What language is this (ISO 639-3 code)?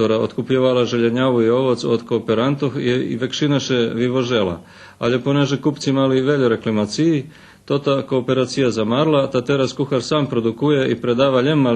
rue